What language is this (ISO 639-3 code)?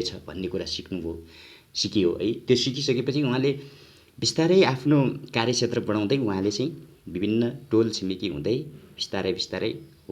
nep